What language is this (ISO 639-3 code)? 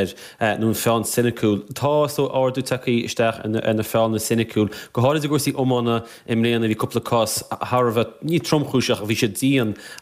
gle